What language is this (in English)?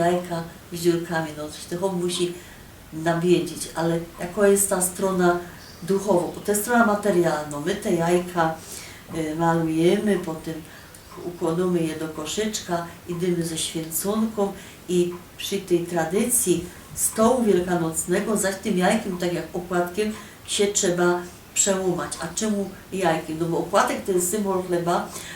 Silesian